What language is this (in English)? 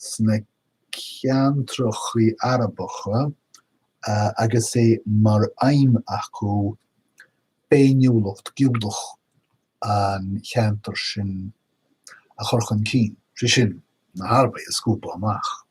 Irish